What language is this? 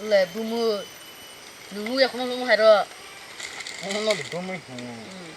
Kok Borok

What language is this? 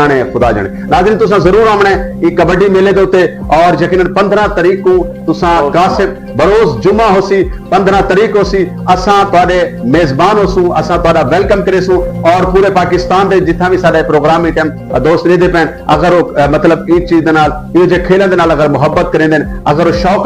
Saraiki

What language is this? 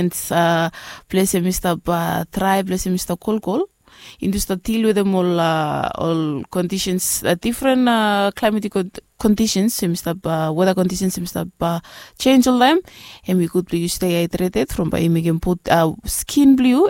Bislama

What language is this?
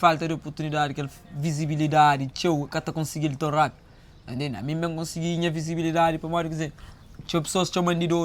Kabuverdianu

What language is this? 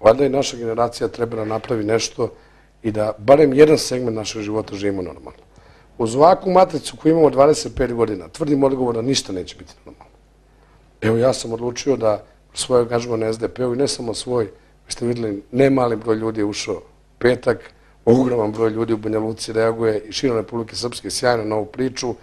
Bosnian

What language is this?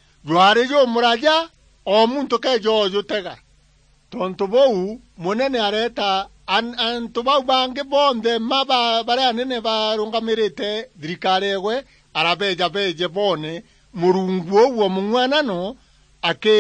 Meru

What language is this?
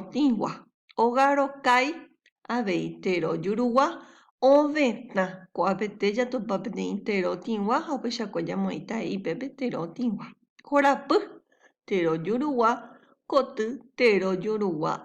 Guarani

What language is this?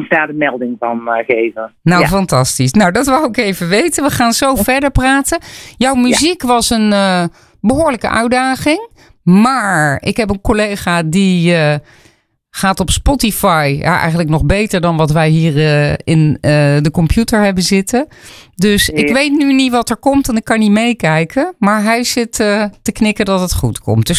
Dutch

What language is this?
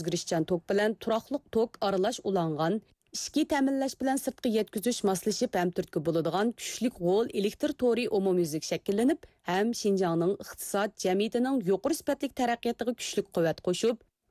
Uyghur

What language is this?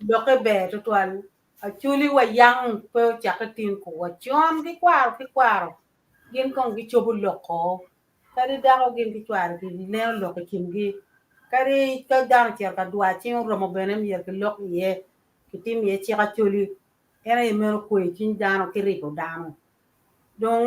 Acoli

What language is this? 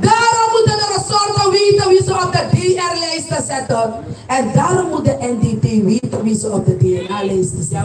Sranan Tongo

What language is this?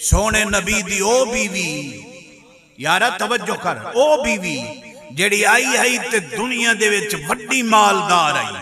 Saraiki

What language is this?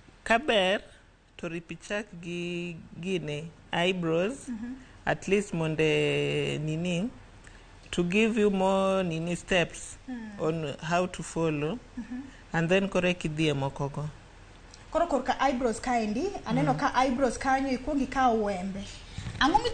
Luo (Kenya and Tanzania)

